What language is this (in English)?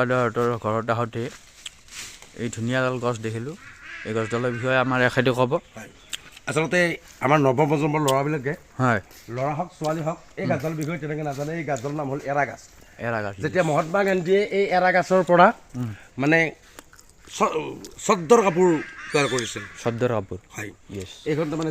Assamese